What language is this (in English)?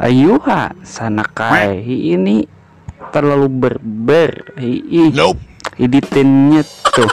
Banjar